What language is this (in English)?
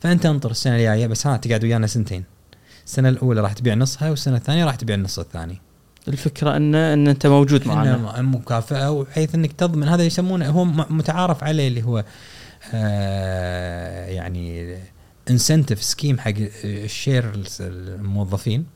Gulf Arabic